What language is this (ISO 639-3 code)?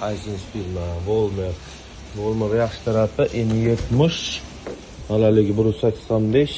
uzb